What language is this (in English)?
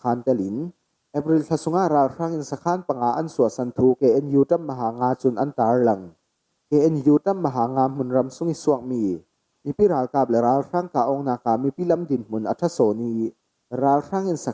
Falam Chin